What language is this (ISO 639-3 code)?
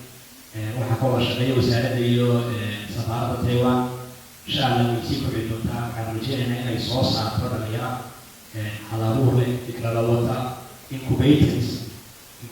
som